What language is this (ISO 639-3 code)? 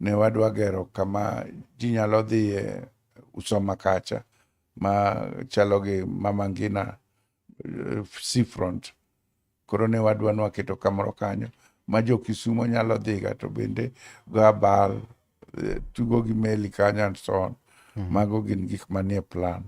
luo